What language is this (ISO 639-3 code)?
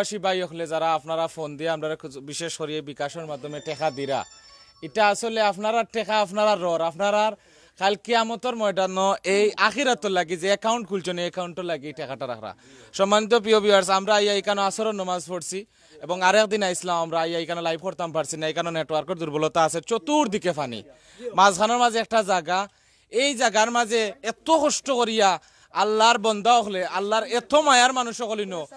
syl